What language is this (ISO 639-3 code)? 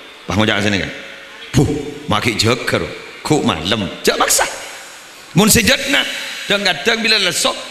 mad